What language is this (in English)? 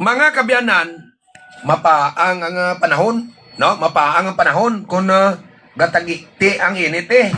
Hiligaynon